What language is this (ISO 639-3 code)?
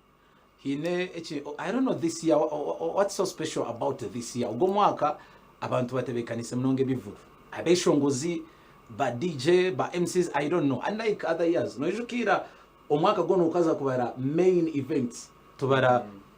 nyn